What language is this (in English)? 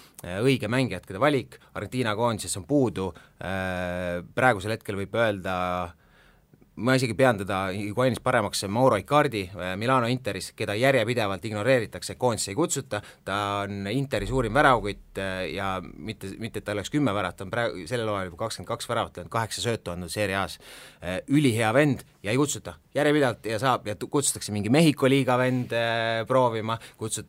Estonian